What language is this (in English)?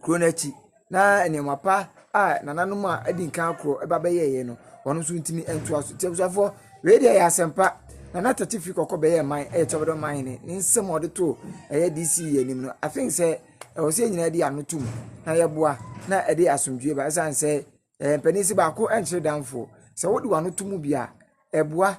Akan